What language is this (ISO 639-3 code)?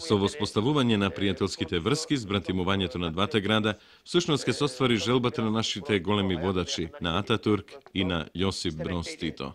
mkd